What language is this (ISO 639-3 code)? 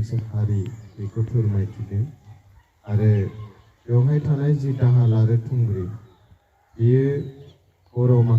brx